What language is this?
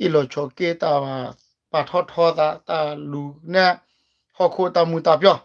S'gaw Karen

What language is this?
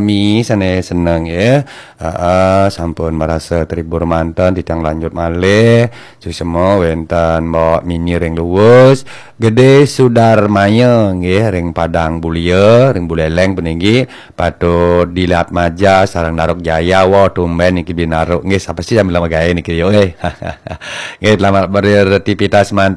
Balinese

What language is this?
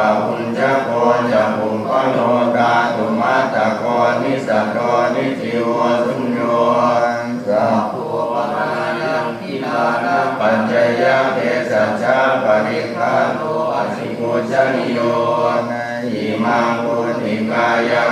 Pali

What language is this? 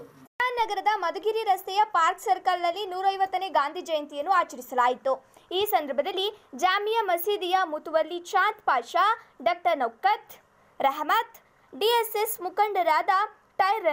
Kannada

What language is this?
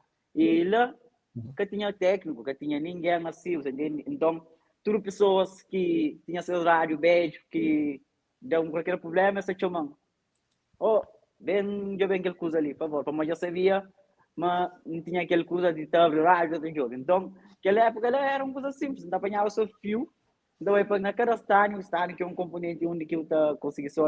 Kabuverdianu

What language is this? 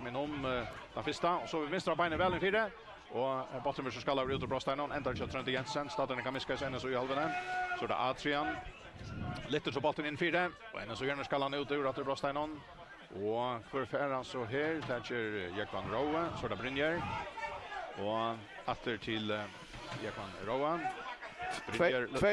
Faroese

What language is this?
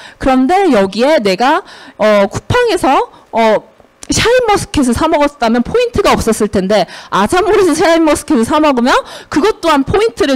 Korean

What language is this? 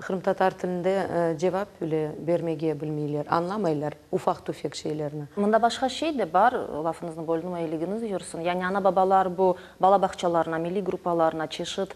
Crimean Tatar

